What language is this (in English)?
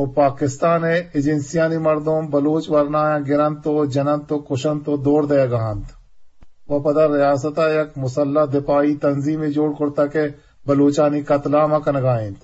Eastern Balochi